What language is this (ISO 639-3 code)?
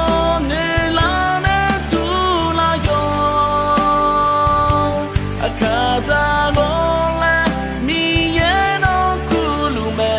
ahk